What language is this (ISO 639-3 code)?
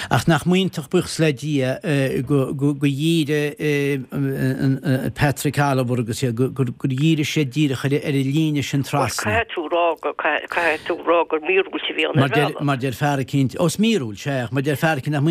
gle